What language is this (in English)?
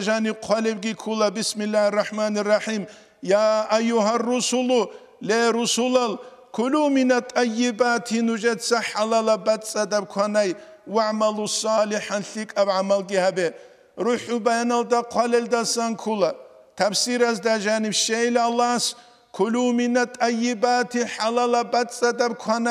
Avaric